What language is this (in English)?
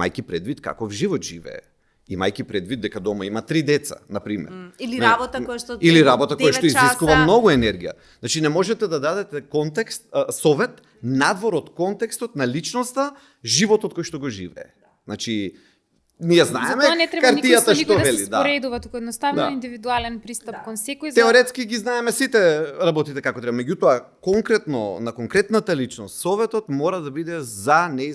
Macedonian